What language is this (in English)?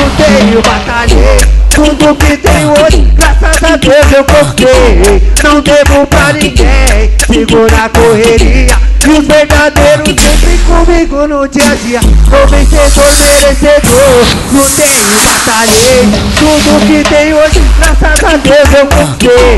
Portuguese